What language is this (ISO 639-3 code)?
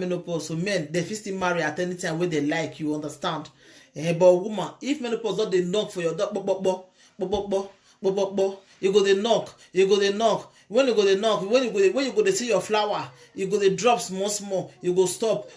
pcm